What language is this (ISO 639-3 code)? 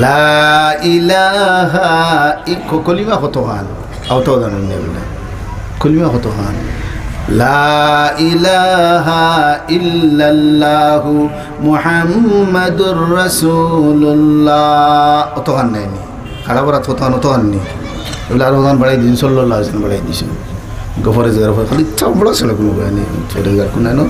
syl